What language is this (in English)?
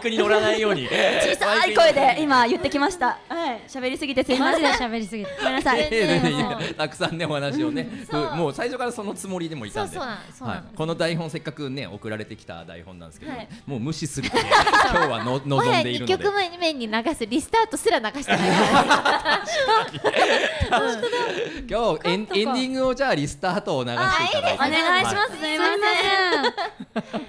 Japanese